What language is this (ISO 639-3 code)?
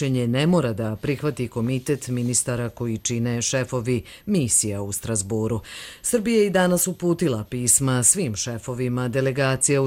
hrv